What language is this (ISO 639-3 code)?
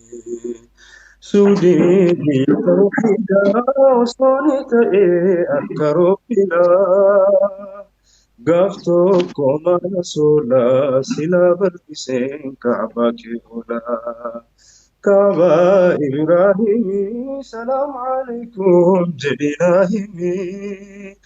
orm